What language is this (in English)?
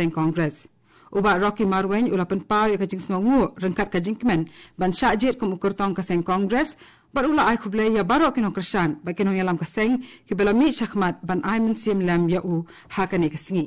Khasi